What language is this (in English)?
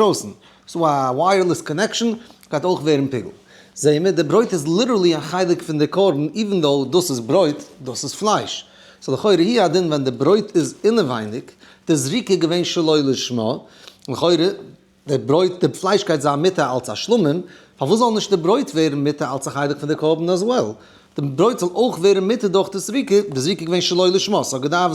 Yiddish